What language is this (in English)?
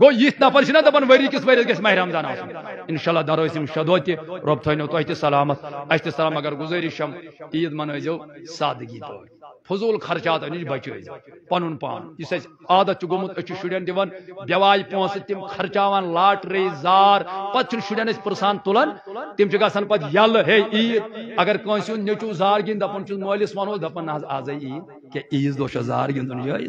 Kashmiri